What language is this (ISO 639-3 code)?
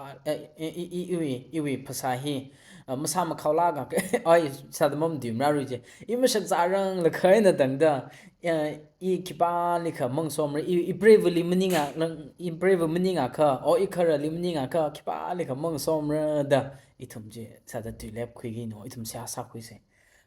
nmf